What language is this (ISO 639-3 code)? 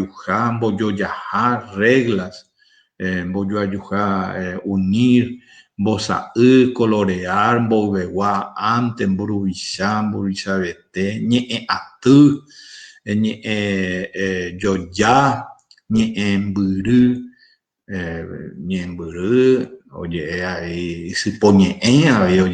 grn